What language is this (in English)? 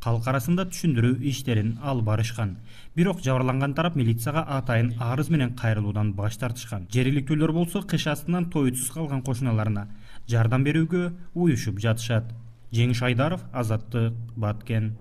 Kyrgyz